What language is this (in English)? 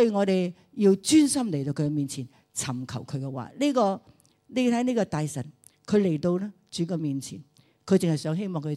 Cantonese